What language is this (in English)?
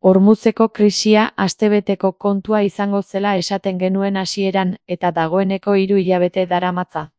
Basque